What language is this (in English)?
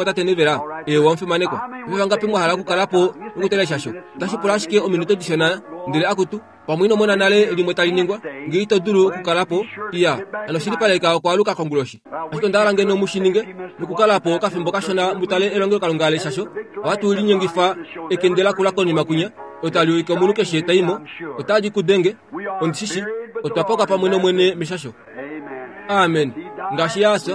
Kuanyama